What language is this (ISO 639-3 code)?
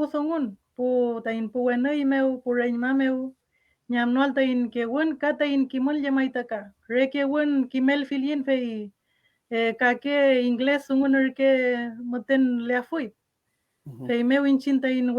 arn